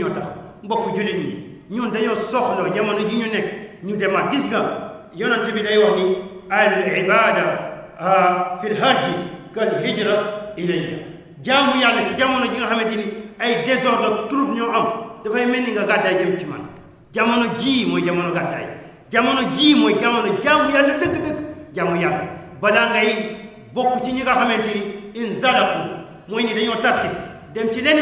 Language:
Wolof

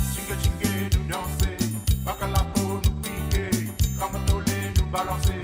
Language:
Morisyen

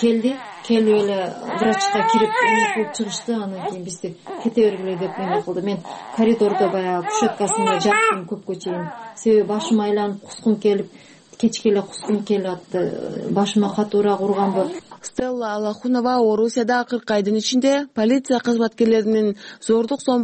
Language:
Kyrgyz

